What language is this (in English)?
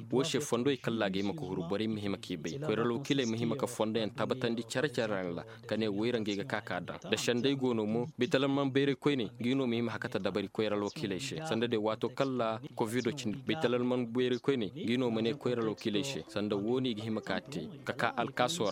Koyraboro Senni